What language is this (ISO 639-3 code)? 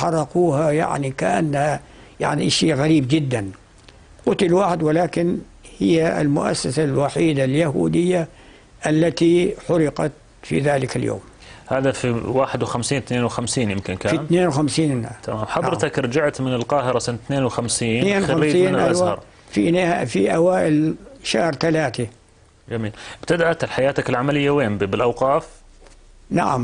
apc